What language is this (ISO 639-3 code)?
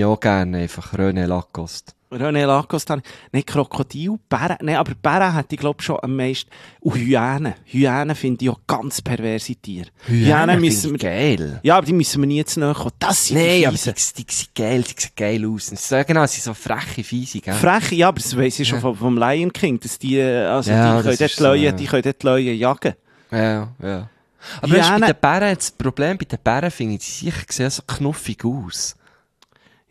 deu